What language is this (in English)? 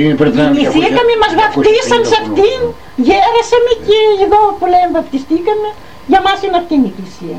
Greek